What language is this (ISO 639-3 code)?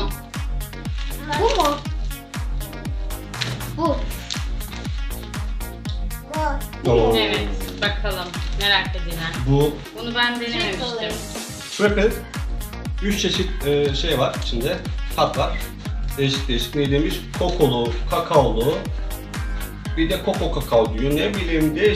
tur